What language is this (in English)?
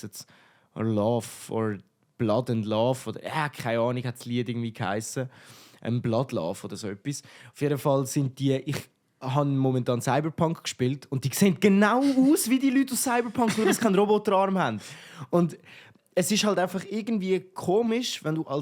Swiss German